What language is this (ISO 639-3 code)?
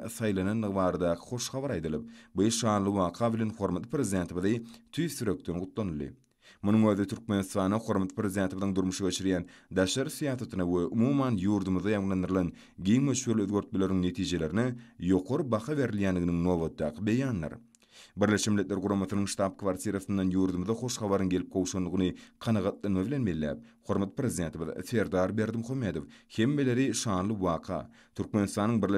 tuk